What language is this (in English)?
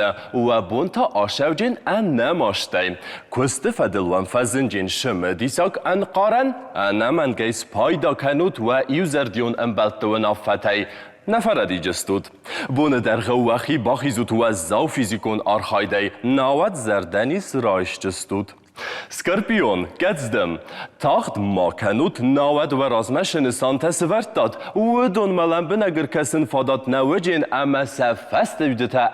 Ossetic